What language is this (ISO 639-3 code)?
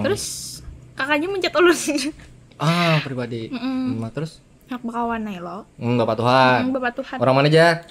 bjn